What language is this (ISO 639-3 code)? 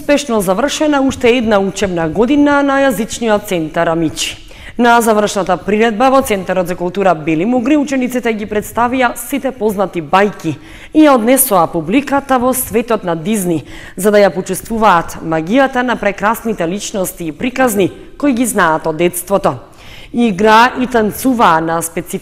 mkd